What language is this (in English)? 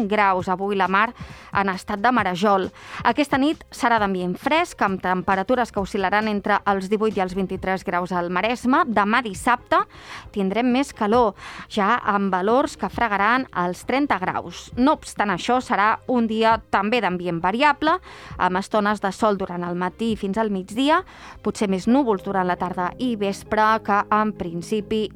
Catalan